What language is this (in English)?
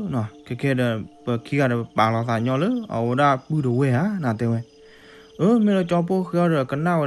S'gaw Karen